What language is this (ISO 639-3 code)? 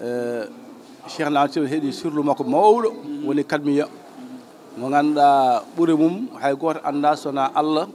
ful